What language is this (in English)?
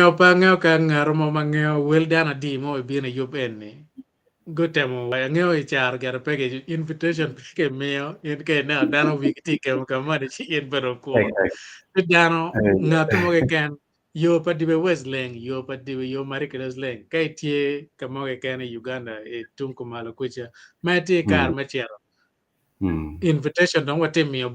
Acoli